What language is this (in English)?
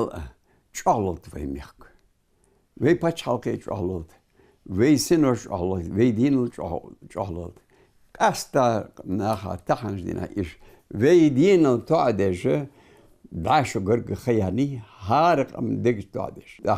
Ingush